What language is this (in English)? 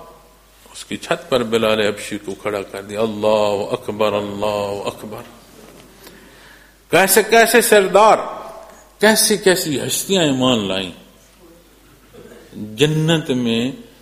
Urdu